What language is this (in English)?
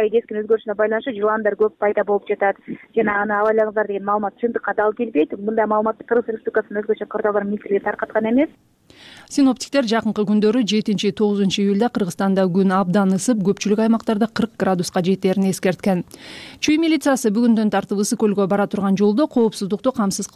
Kyrgyz